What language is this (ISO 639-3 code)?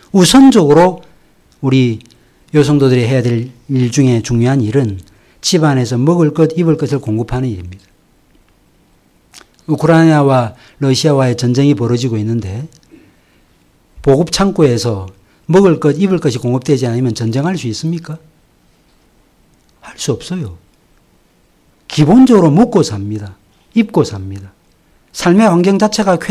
kor